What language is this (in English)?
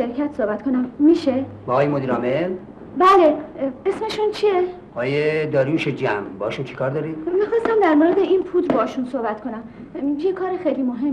Persian